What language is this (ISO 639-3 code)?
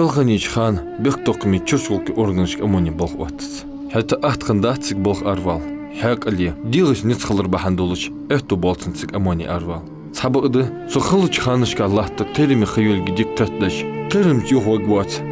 inh